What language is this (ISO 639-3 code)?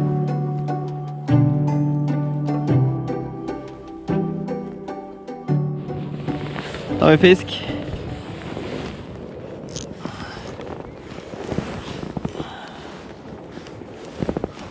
nor